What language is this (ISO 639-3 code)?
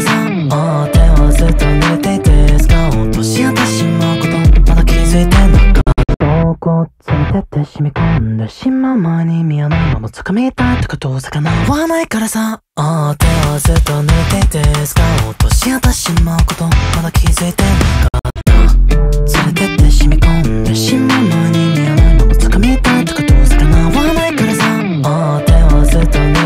jpn